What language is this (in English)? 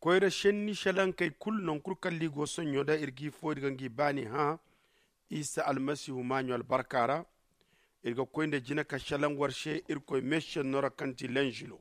Zarma